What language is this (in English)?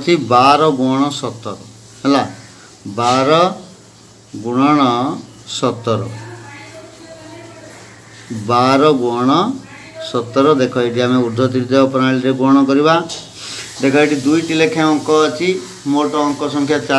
Odia